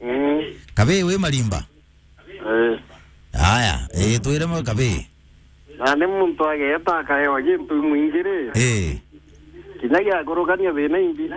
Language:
Meru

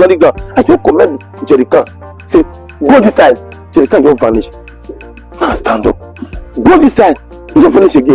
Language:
Nigerian Pidgin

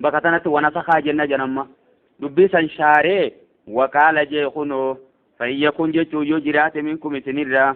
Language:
Oromo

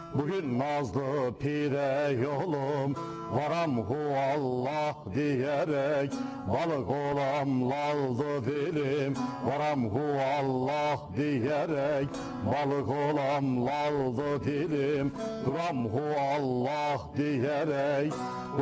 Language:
Zaza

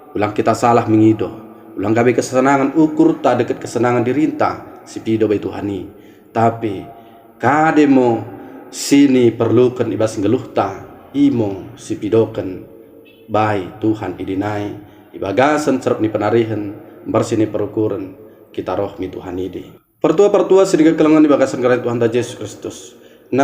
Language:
Batak Dairi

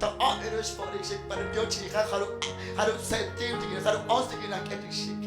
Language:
Kekchí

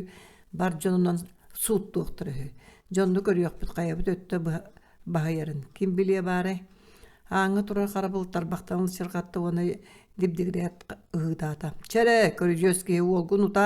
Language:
Yakut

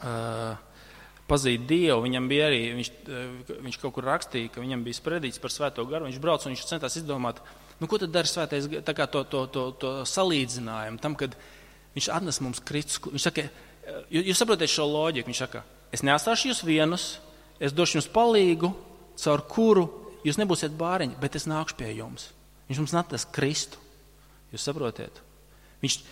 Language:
Latvian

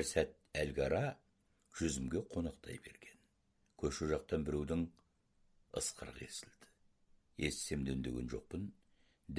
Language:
Kazakh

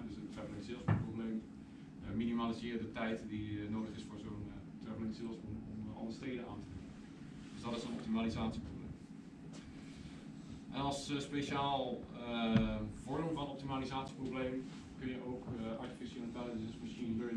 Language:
Dutch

